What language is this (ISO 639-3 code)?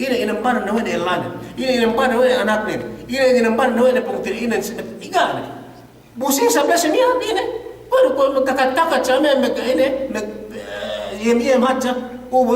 yka